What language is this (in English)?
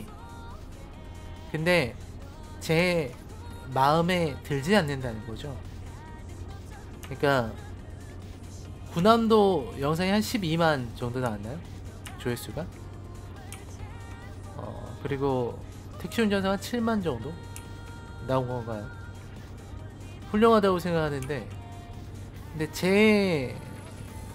Korean